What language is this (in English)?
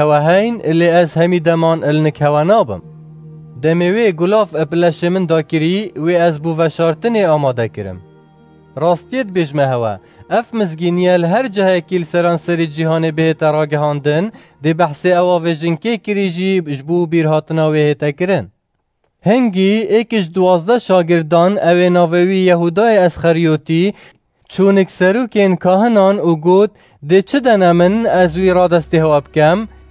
Kurdish